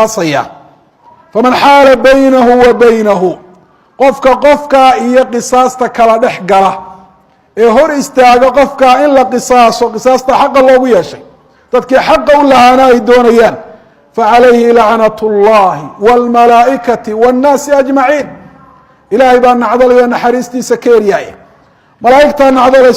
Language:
Somali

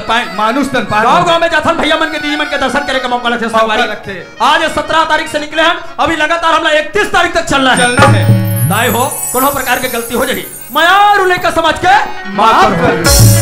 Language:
Chhattisgarhi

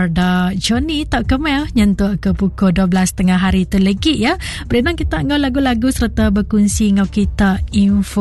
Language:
Iban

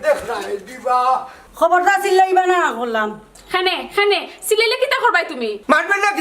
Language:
Sylheti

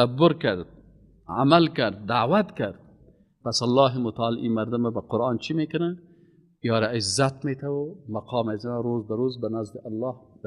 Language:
Persian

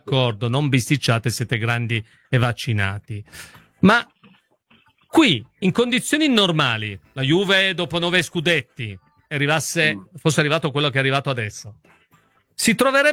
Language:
Italian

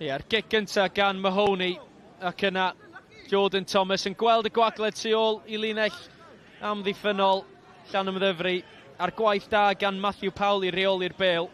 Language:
Welsh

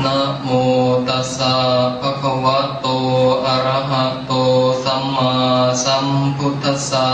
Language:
Pali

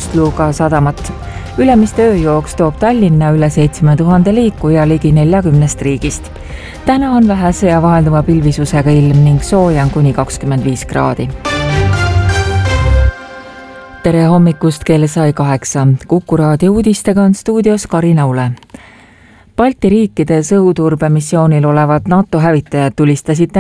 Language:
Estonian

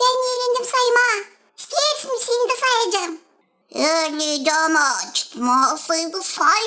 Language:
Gagauz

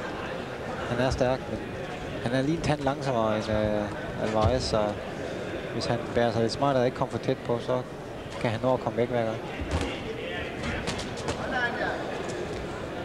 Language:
Danish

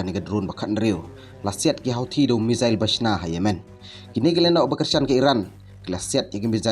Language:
Khasi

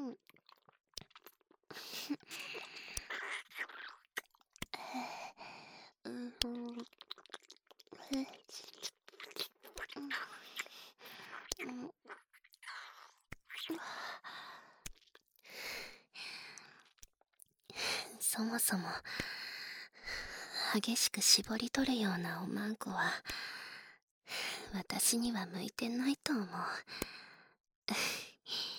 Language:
Japanese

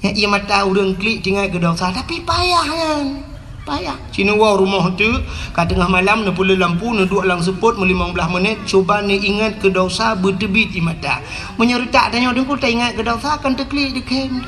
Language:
Achinese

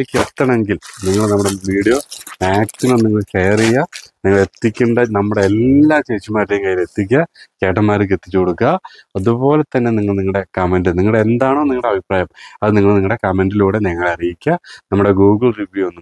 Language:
Malayalam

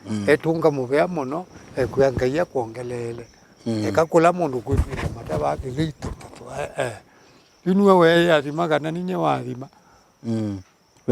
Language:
Kamba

